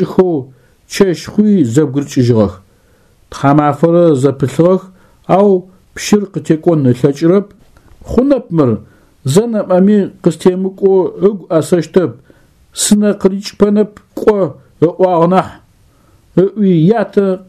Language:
Adyghe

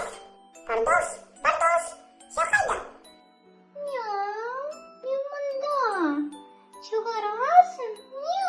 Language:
Crimean Tatar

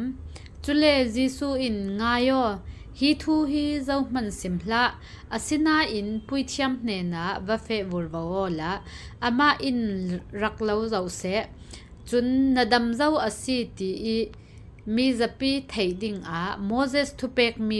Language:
Falam Chin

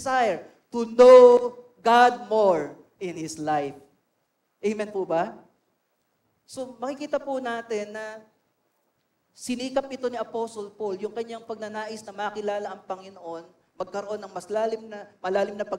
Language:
Filipino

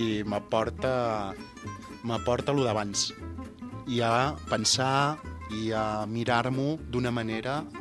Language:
Catalan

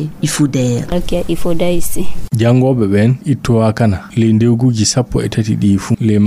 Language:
Fula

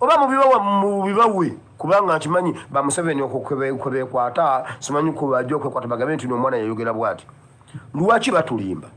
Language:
Ganda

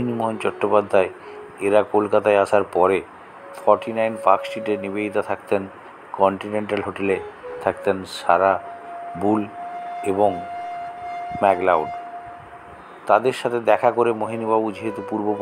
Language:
Bangla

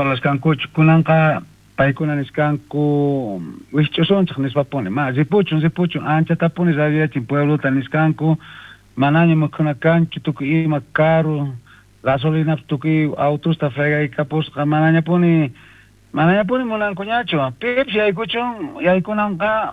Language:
South Bolivian Quechua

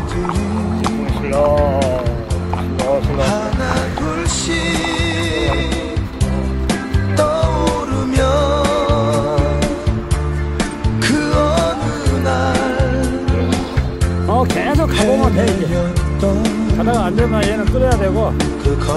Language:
Korean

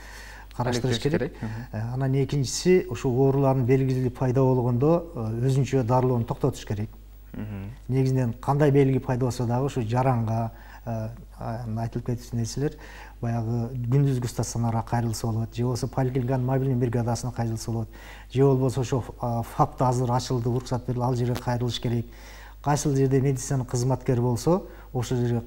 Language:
Kyrgyz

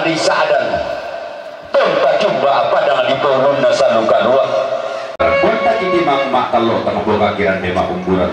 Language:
Toraja-Sa'dan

